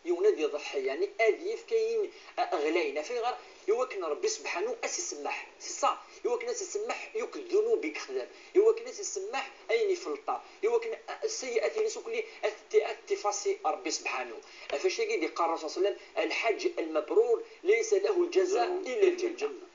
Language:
Kabyle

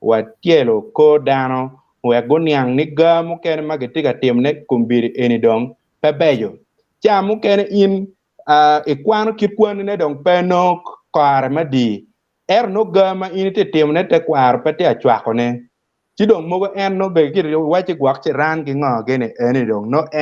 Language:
Acoli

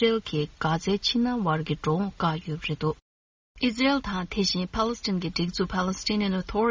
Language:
Tibetan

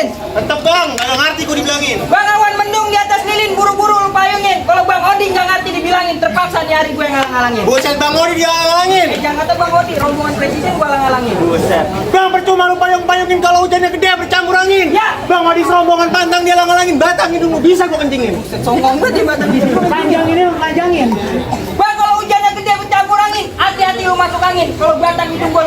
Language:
Betawi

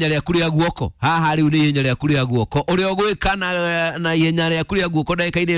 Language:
Kikuyu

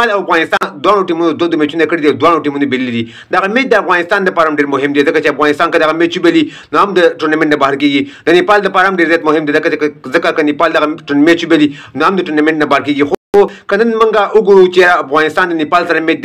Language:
Pashto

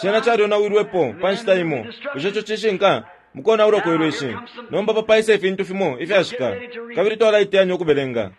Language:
Bemba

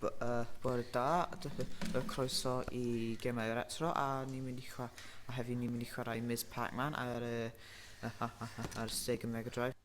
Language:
Welsh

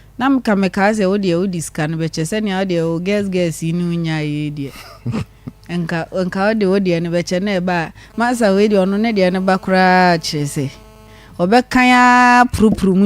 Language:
Akan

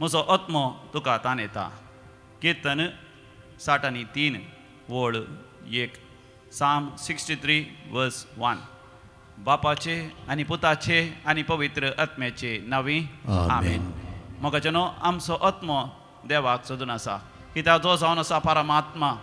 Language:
Konkani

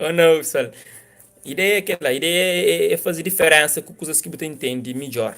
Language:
Kabuverdianu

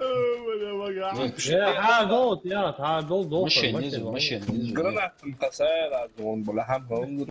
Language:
Ingush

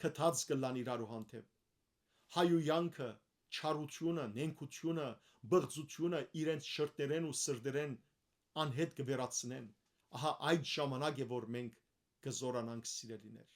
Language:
Western Armenian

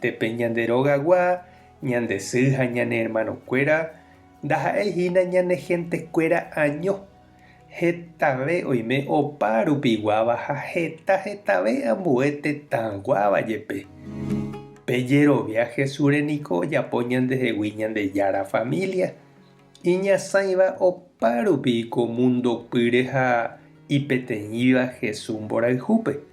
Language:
Guarani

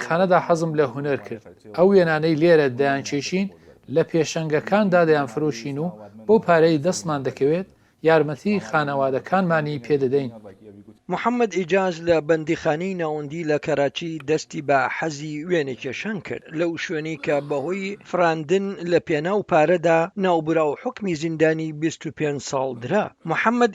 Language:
Central Kurdish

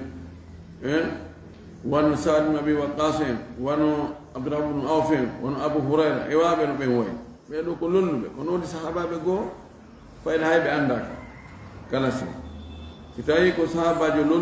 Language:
Fula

